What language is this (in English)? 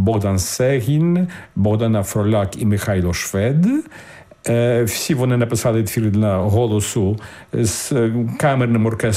Ukrainian